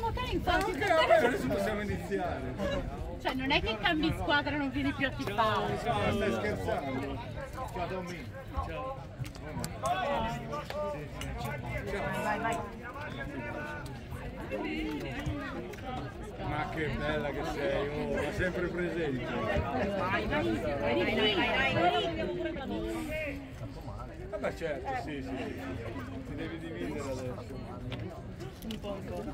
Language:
Italian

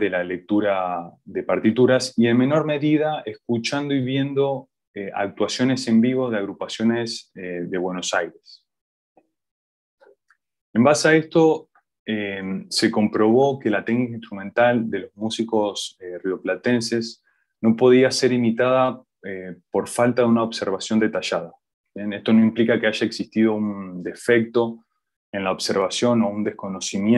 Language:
Spanish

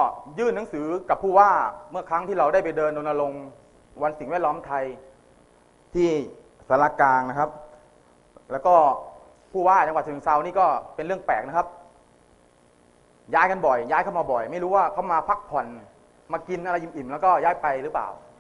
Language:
Thai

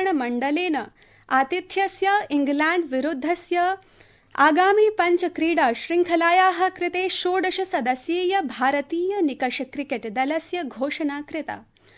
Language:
Sanskrit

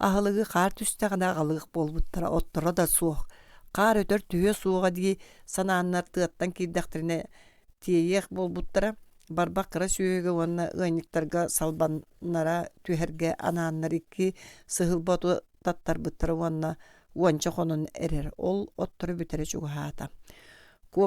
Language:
Yakut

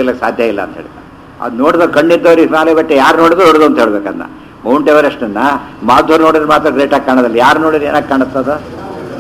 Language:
Kannada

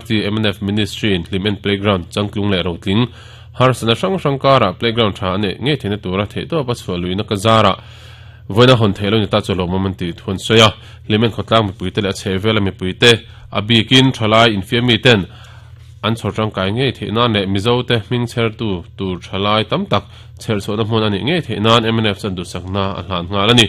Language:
Mizo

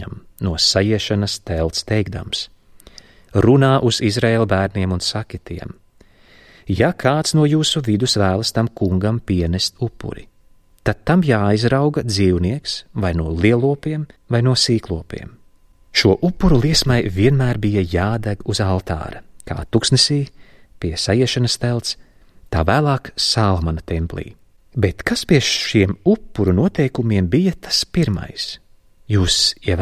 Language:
Latvian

